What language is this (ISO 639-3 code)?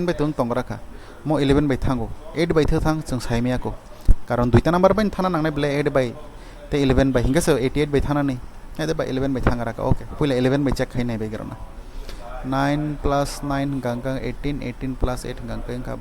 trp